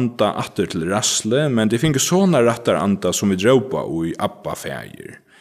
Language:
Faroese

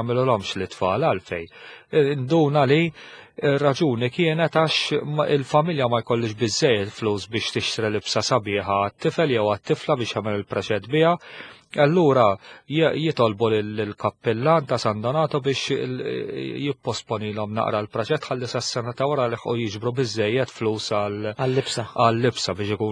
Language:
Maltese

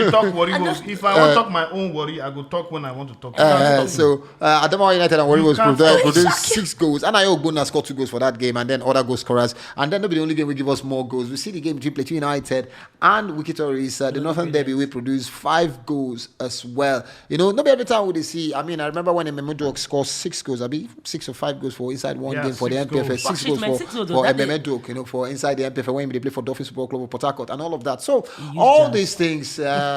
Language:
Nigerian Pidgin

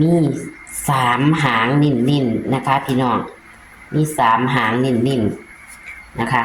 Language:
Northeastern Thai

